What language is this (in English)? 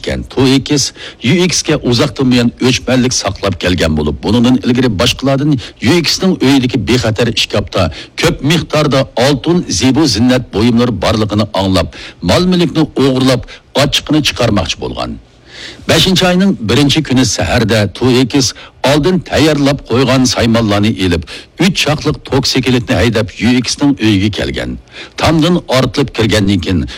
Uyghur